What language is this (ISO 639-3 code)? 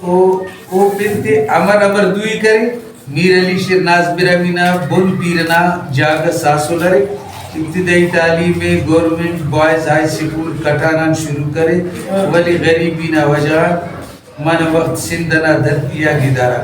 brh